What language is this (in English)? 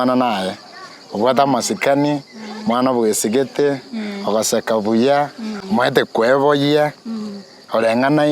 Gusii